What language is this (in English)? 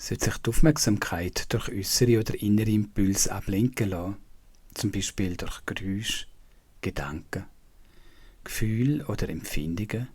Swiss German